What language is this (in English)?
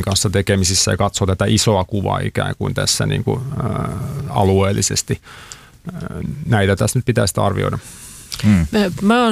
Finnish